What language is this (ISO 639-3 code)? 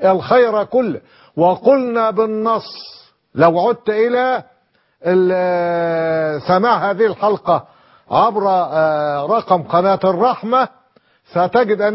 ara